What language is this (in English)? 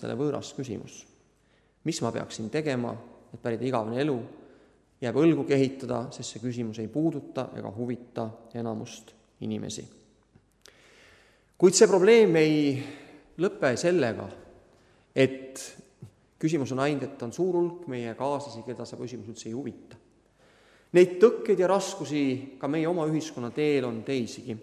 Estonian